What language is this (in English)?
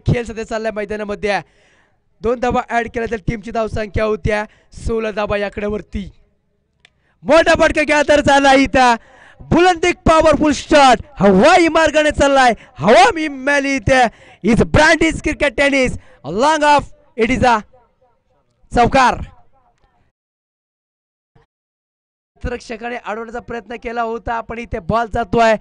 Marathi